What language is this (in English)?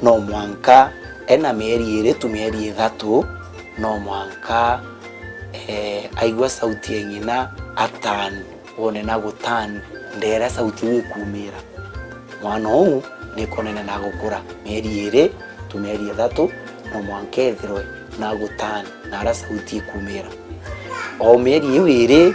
Meru